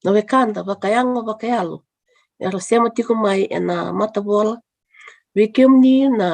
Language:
Fijian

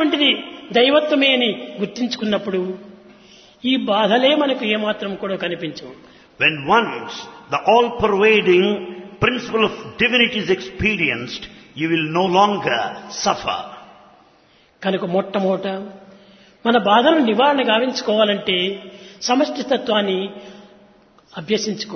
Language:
Telugu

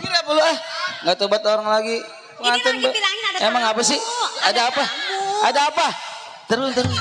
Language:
Betawi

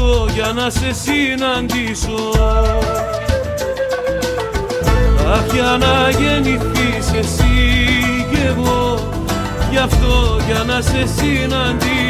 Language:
Greek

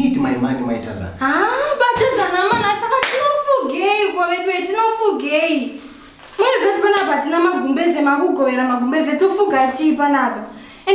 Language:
Shona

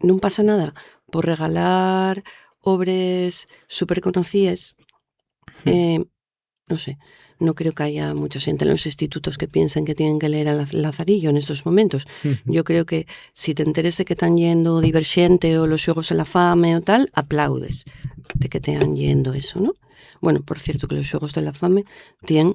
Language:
Asturian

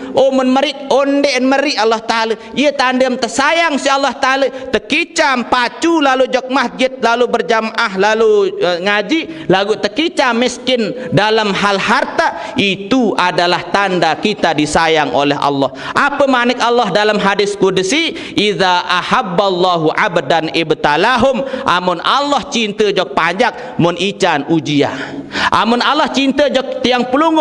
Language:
Sasak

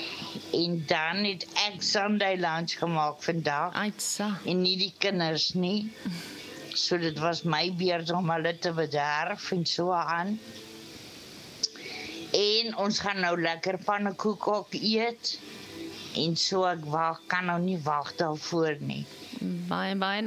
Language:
Afrikaans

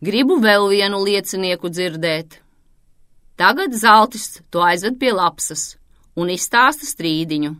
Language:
Latvian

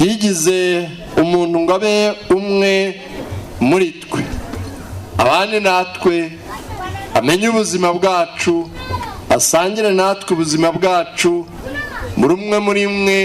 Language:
Kinyarwanda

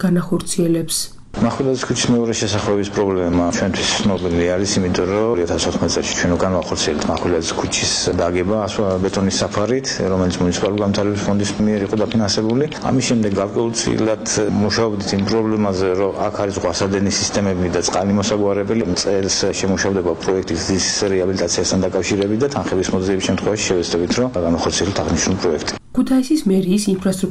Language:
Georgian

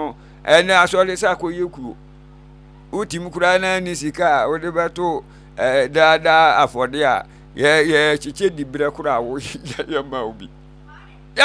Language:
Akan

